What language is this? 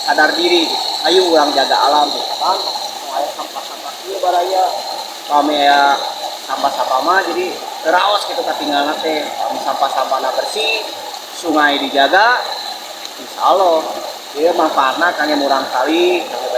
Sundanese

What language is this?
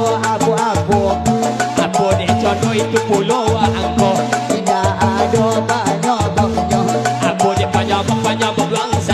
Minangkabau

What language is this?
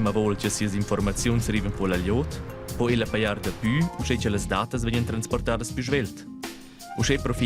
Romansh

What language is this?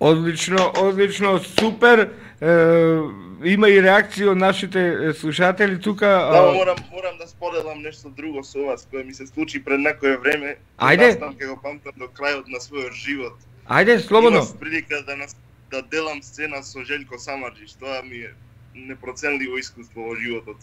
Macedonian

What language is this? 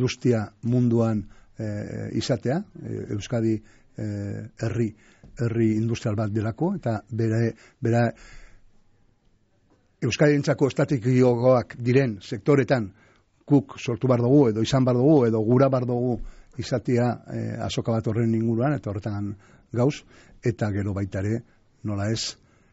Basque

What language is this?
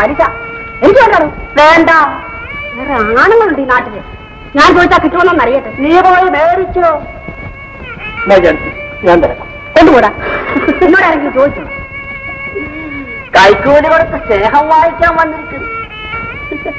Malayalam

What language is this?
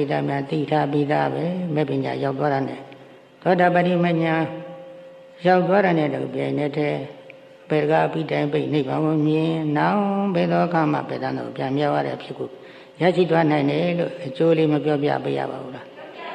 Burmese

